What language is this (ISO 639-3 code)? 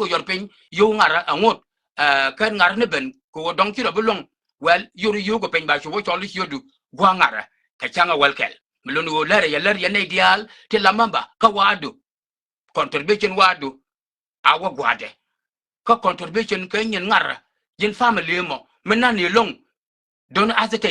nus